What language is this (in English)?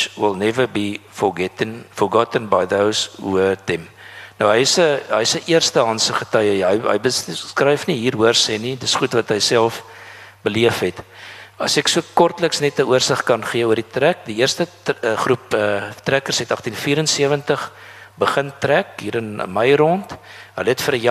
Afrikaans